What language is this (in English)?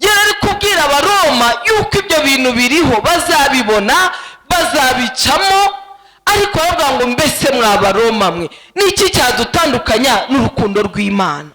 Kinyarwanda